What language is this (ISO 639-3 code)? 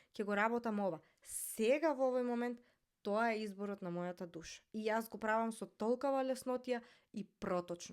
mkd